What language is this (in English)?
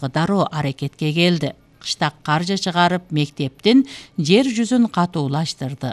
Kyrgyz